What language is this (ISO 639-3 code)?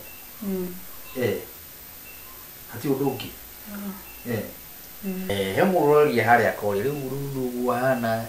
kik